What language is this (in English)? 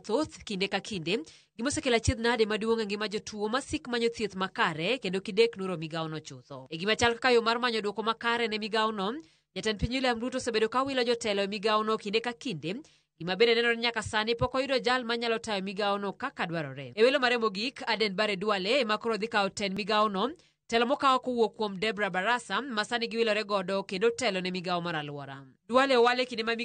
Luo (Kenya and Tanzania)